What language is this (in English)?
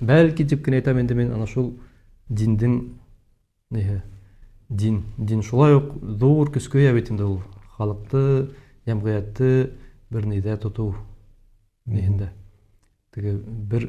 Bashkir